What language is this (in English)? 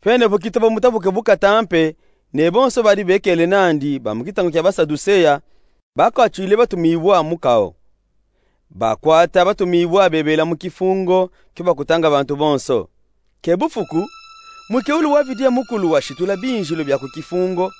Luba-Katanga